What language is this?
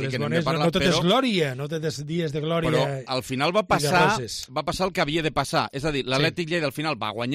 Catalan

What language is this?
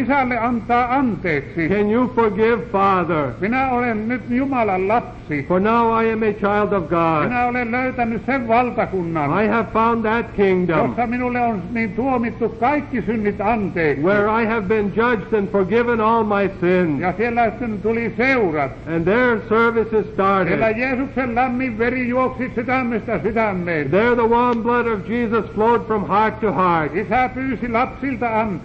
Finnish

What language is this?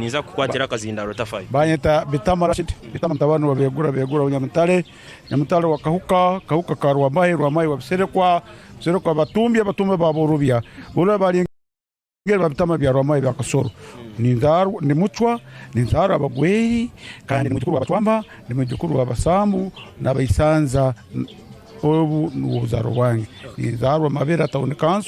Tooro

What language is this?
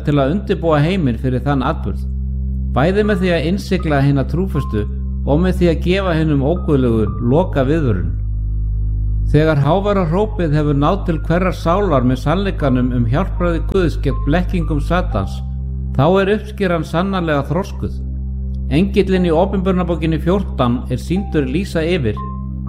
Icelandic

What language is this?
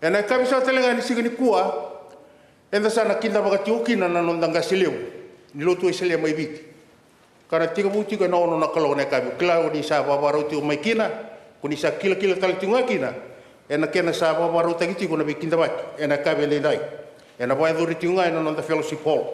Fijian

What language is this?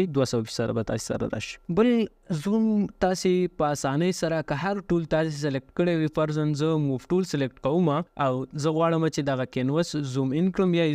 Pashto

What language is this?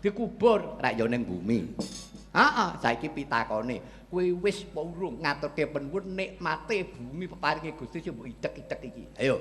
Javanese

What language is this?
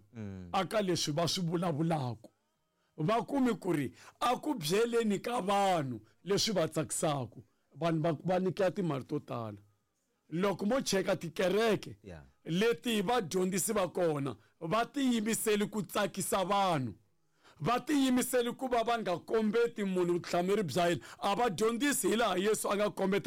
Tsonga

